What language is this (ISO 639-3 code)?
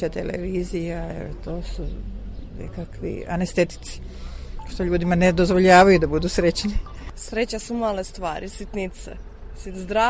srp